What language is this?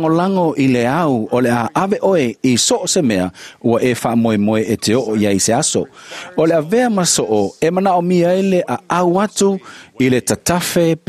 Samoan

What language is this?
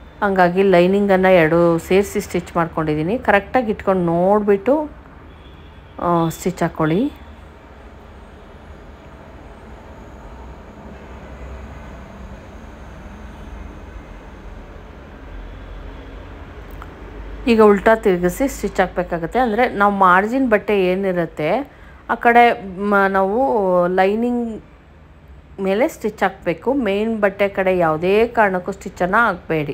Kannada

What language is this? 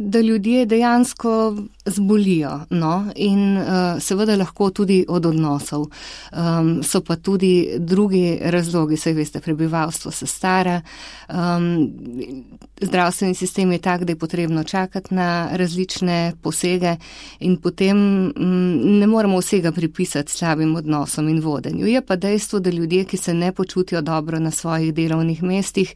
Slovenian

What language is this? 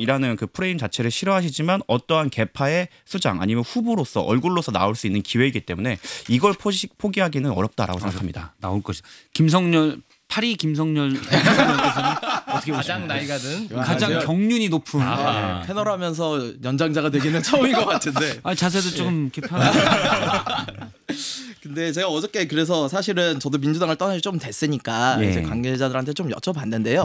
Korean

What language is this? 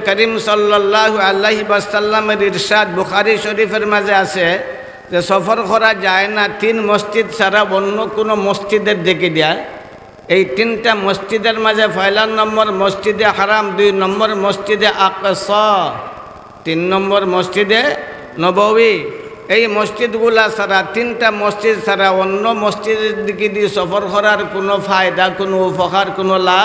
Sylheti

